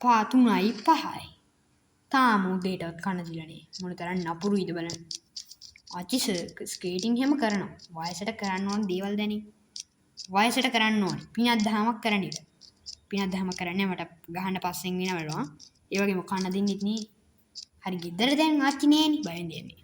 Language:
Sinhala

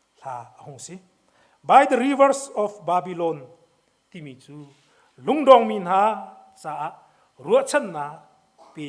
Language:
Hakha Chin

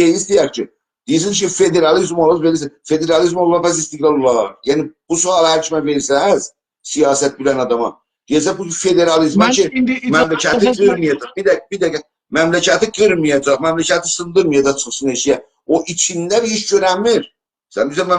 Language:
South Azerbaijani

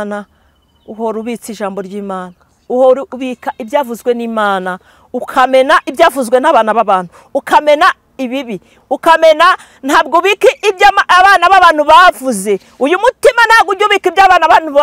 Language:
Kinyarwanda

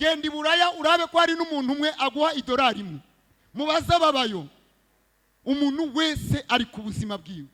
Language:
Rundi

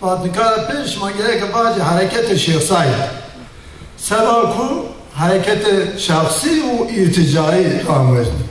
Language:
Zaza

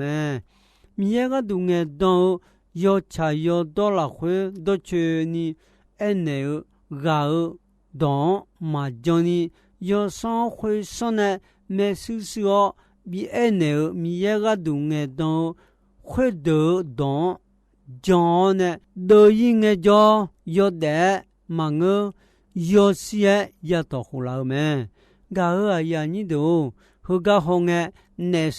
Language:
Akha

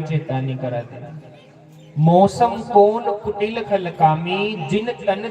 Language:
Dogri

